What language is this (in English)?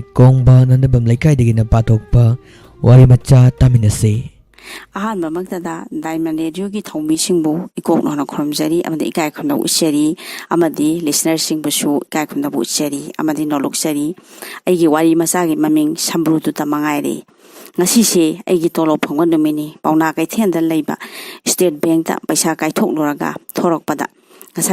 Manipuri